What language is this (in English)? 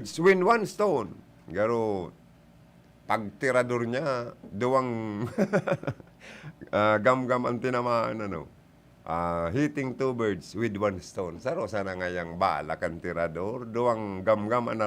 Bikol